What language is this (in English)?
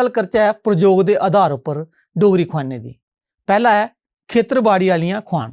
Dogri